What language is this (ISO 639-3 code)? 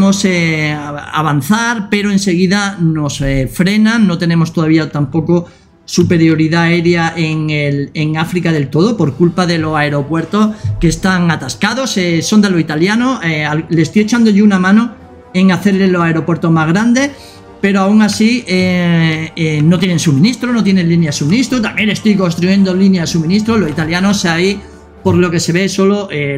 spa